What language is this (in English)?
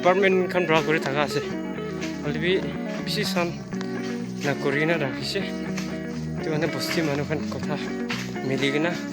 Naga Pidgin